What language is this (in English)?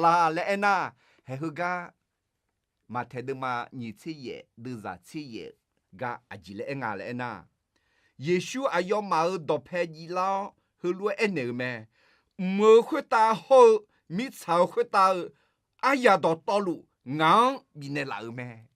Akha